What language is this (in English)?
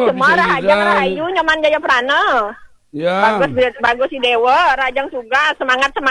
Balinese